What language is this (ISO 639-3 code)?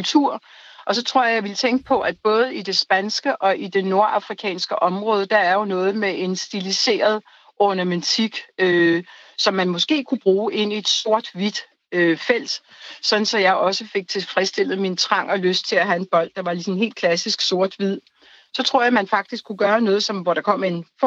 dan